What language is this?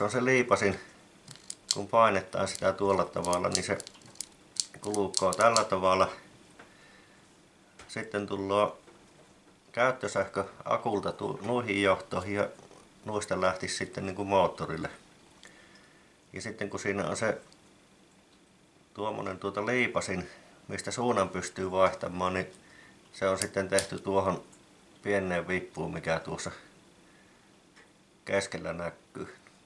Finnish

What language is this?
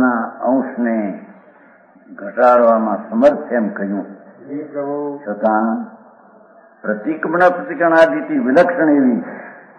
Gujarati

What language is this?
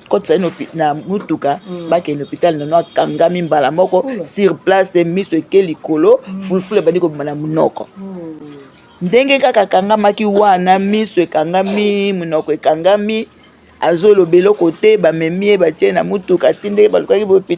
Lingala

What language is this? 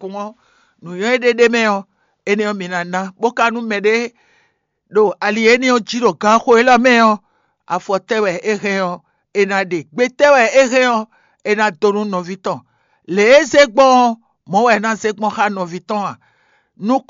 Fon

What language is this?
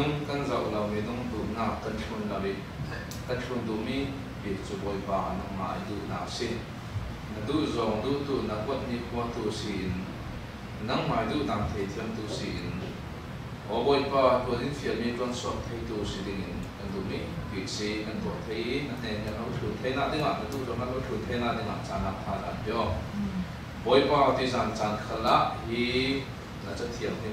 Falam Chin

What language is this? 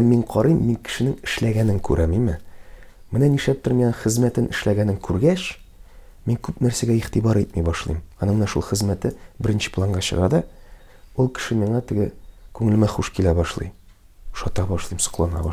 Tatar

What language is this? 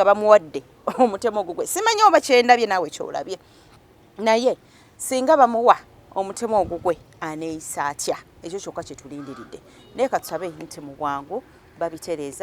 Ganda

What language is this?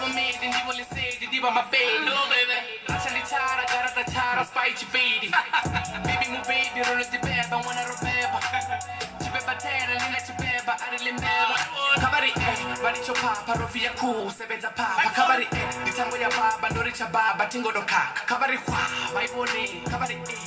Venda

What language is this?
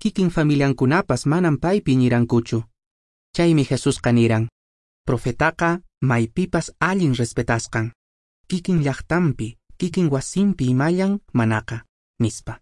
Quechua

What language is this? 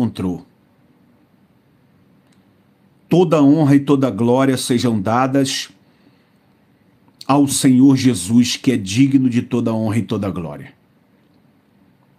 Portuguese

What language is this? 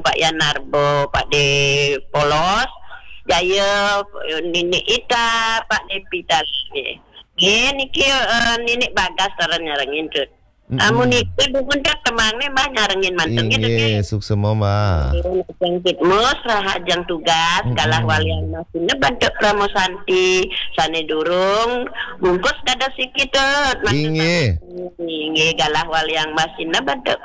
Balinese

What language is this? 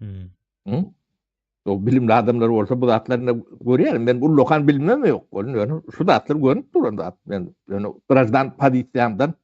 Turkmen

